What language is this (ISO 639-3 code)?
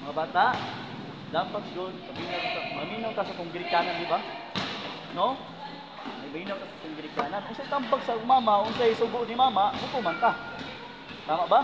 ceb